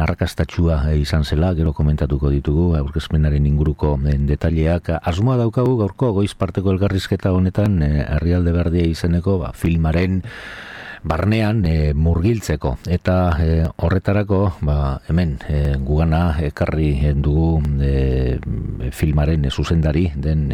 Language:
Basque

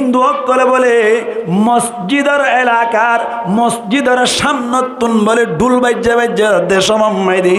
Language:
Rohingya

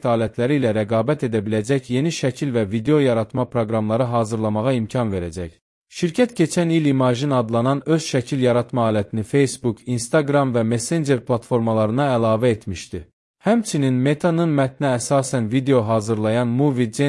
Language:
Azerbaijani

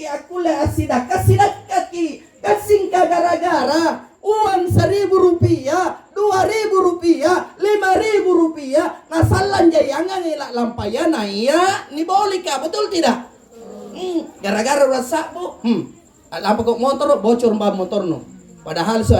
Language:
Makasar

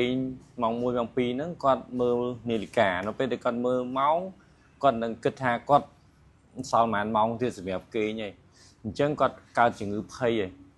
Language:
Khmer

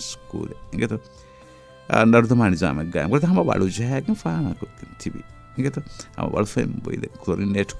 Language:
Divehi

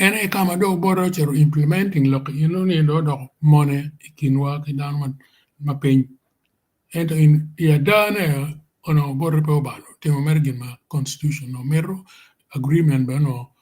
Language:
Acoli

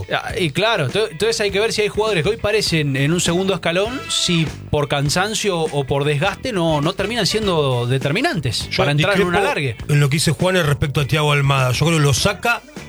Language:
Spanish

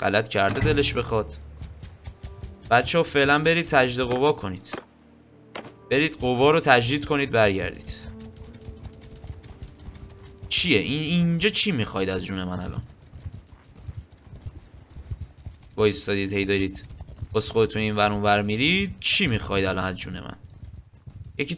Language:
Persian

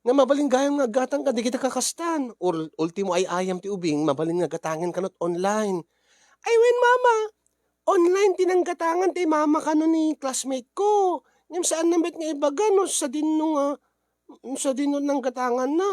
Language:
Iloko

